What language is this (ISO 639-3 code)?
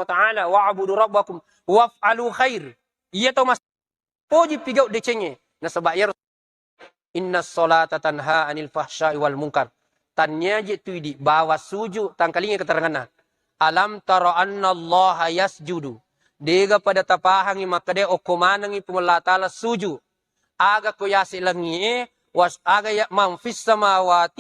bug